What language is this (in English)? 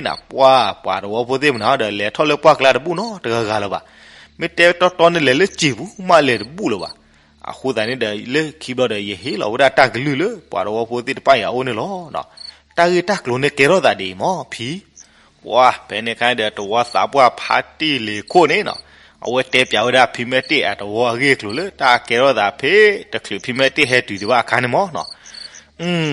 S'gaw Karen